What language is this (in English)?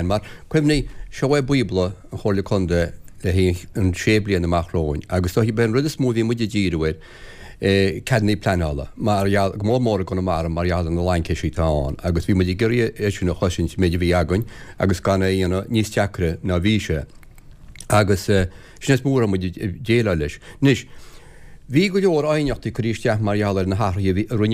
Irish